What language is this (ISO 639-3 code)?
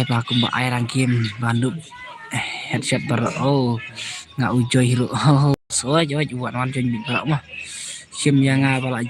kha